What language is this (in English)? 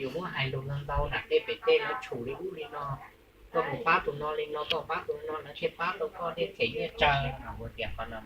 Hmong